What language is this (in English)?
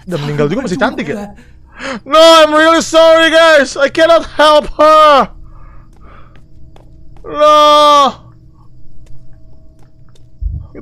Indonesian